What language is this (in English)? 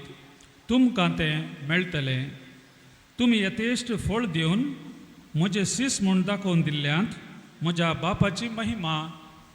Konkani